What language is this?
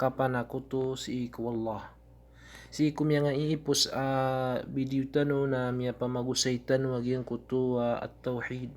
Maranao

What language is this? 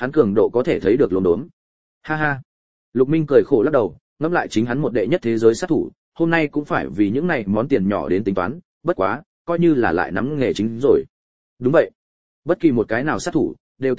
Vietnamese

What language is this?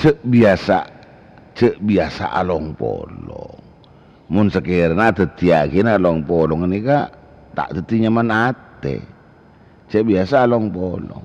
Madurese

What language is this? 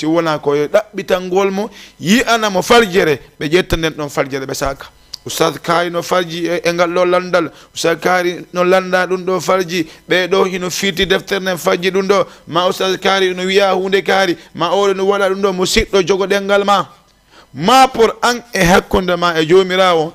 Fula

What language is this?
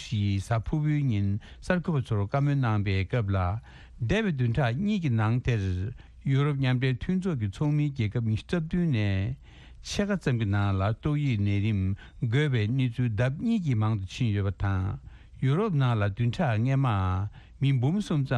Tibetan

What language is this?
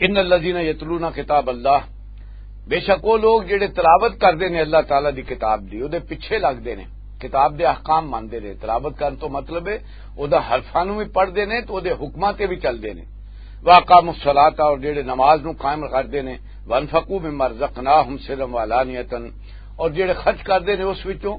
Western Panjabi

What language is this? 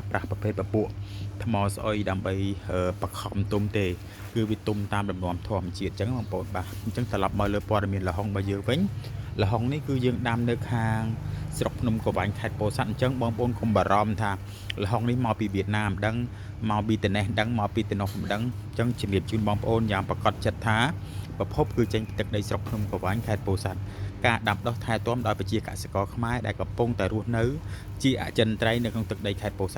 Khmer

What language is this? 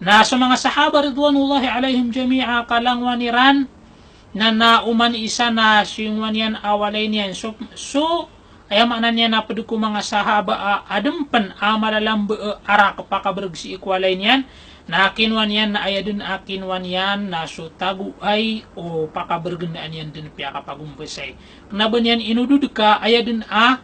Maranao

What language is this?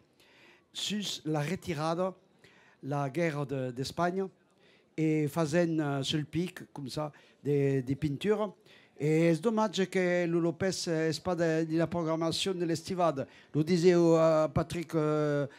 Occitan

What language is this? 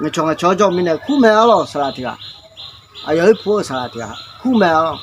Akha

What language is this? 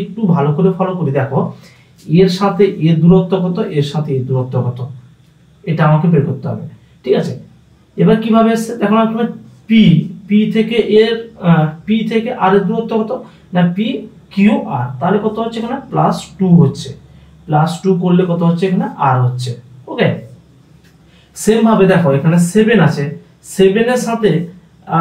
Bangla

